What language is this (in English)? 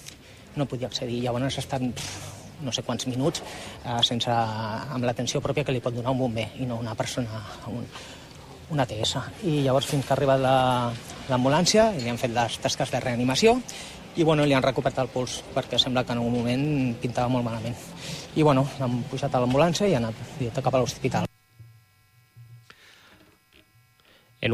Catalan